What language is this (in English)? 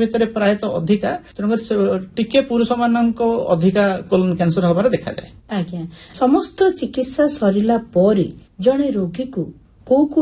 Odia